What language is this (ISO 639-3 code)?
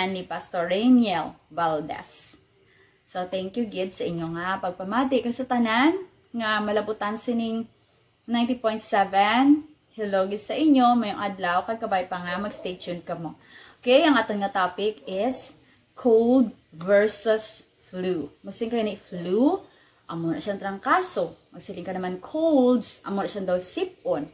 hil